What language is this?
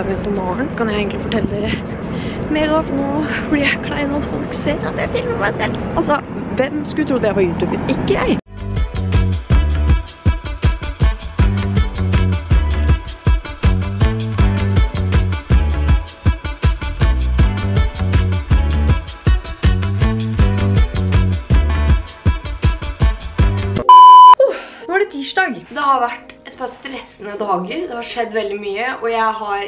Norwegian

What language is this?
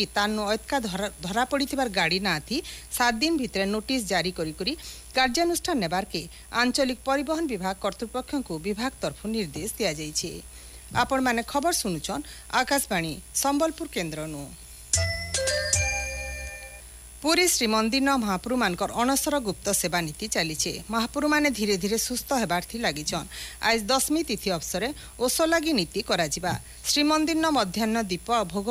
Odia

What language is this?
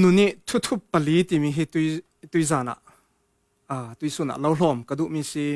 Falam Chin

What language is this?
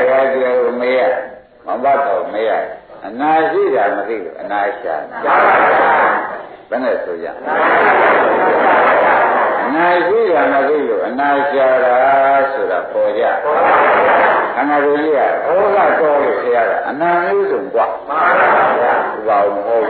Burmese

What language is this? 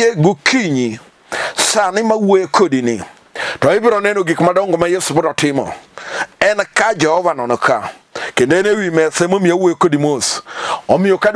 Luo (Kenya and Tanzania)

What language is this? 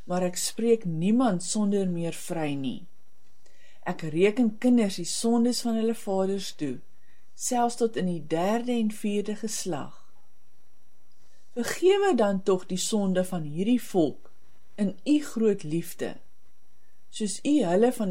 Afrikaans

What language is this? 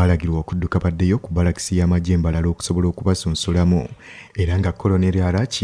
Ganda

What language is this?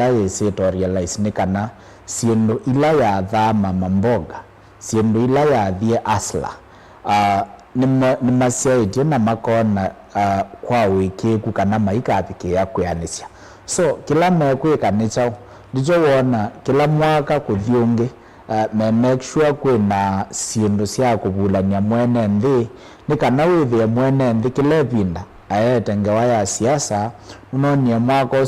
Kamba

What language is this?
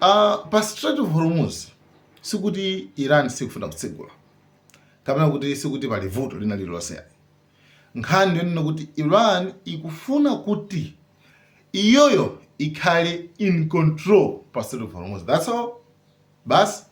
Nyanja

